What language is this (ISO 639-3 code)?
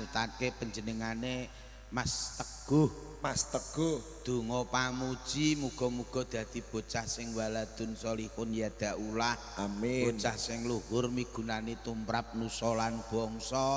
jav